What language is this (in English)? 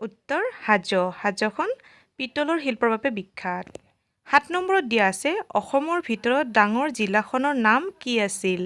Assamese